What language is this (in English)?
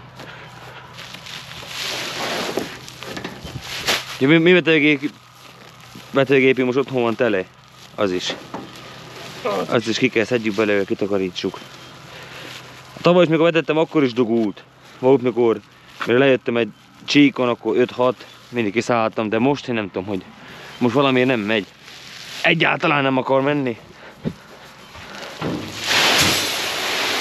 Hungarian